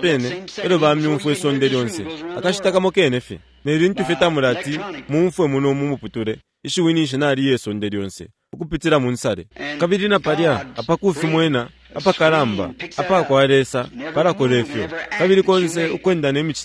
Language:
Bemba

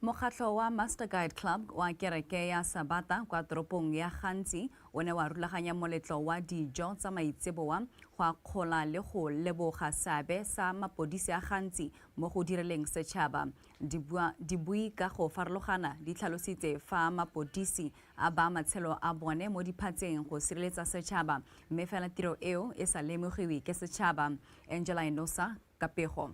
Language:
Tswana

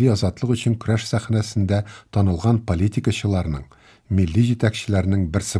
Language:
Tatar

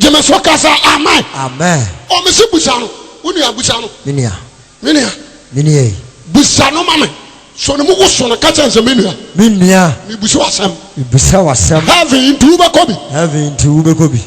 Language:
Akan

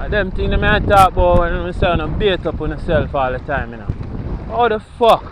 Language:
Jamaican Creole English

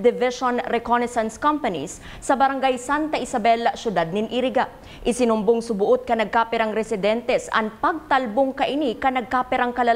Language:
Bikol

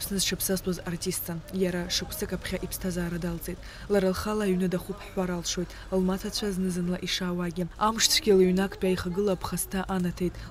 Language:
Abkhazian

